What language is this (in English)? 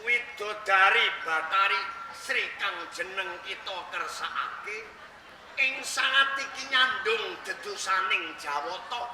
Javanese